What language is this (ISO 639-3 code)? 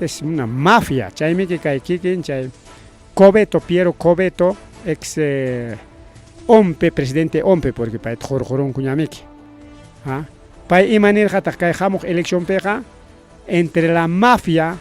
quy